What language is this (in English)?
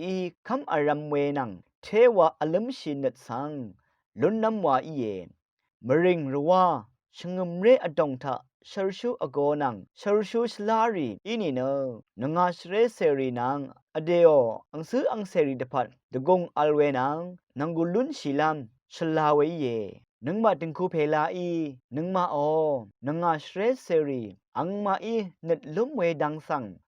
Rawang